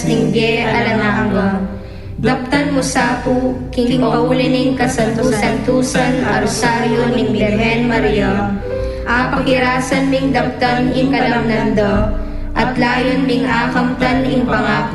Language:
Pampanga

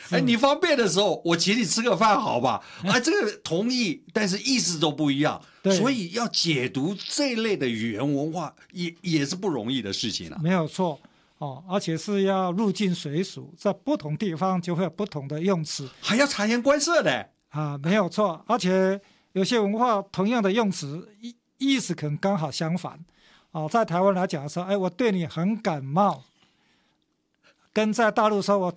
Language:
Chinese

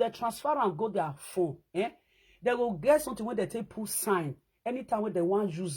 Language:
Nigerian Pidgin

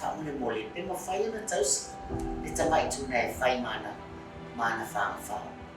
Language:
Samoan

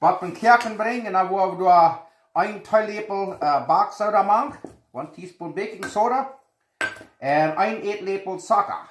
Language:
Plautdietsch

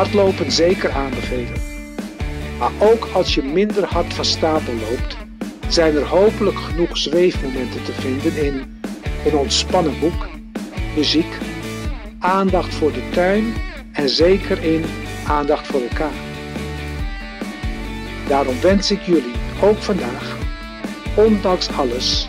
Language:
Dutch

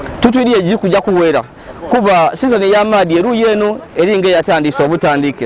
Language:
Ganda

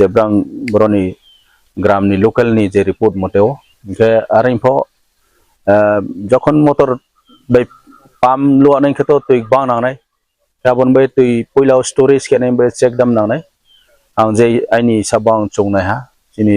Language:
Riang (India)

